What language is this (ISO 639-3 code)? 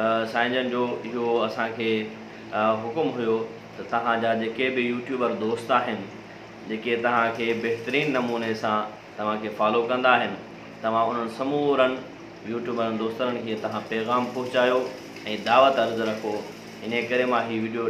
snd